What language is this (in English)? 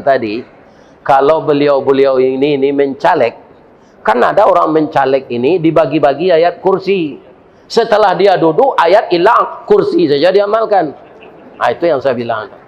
Minangkabau